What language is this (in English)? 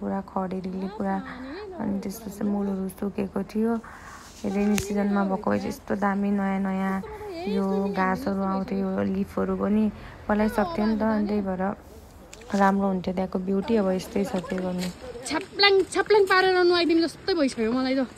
Nepali